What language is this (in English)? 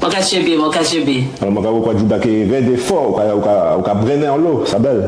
Guadeloupean Creole French